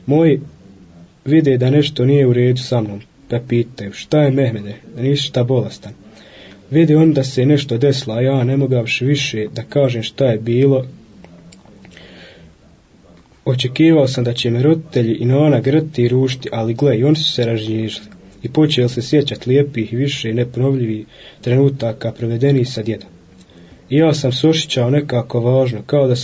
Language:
Bosnian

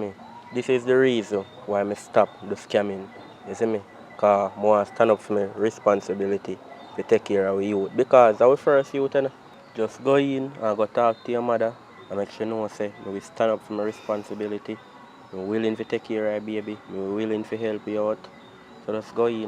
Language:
Jamaican Creole English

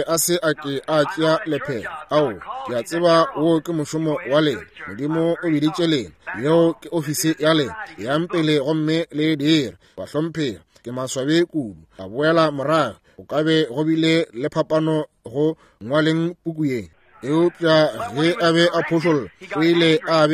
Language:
Northern Sotho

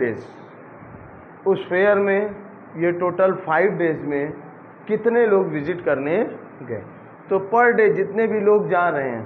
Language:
Hindi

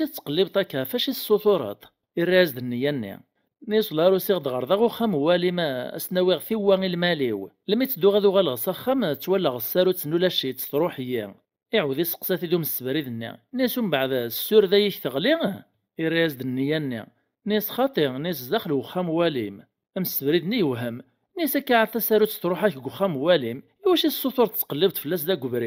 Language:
Kabyle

